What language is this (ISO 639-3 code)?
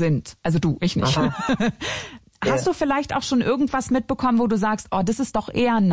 deu